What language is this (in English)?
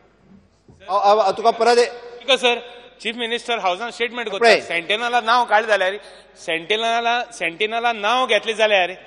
Konkani